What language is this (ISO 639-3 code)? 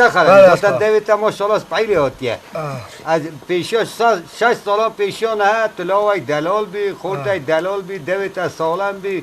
kur